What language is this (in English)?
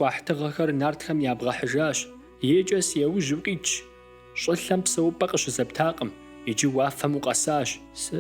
Kabardian